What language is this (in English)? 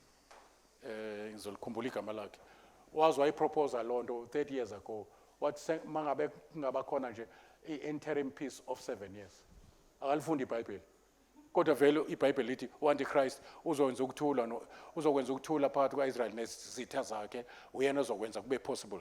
Zulu